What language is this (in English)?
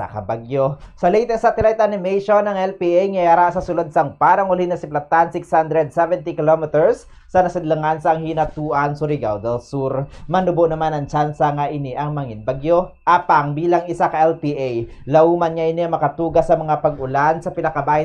Hiligaynon